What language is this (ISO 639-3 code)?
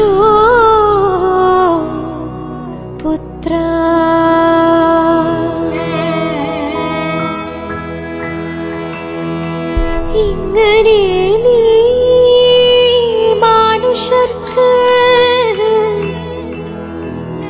mal